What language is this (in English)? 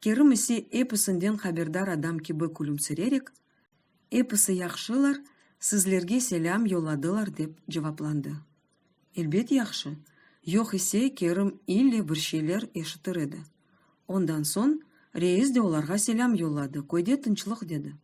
Crimean Tatar